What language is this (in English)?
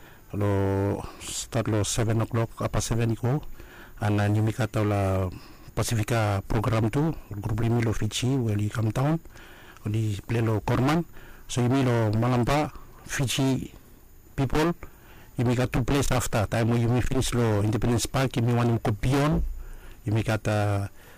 Bislama